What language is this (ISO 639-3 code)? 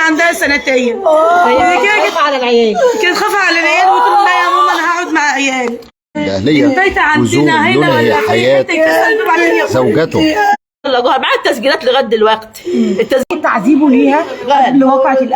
arz